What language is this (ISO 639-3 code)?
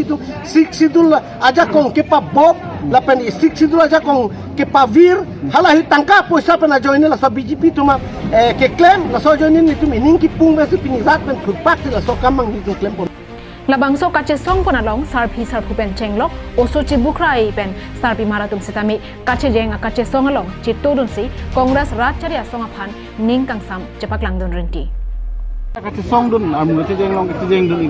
mjw